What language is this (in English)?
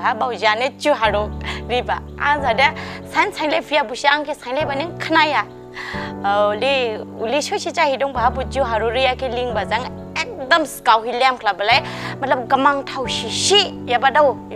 Dimasa